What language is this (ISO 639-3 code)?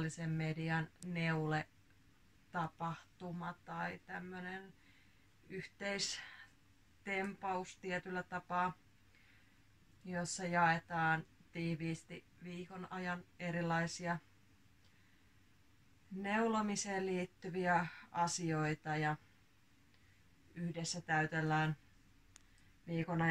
fin